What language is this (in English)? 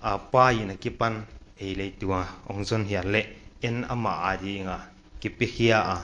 Paite Chin